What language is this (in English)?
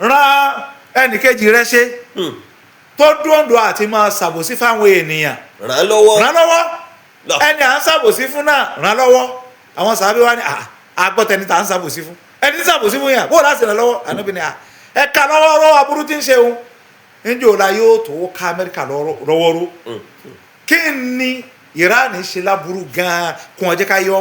Yoruba